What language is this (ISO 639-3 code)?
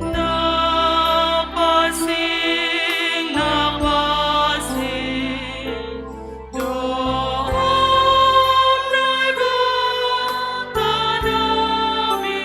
bts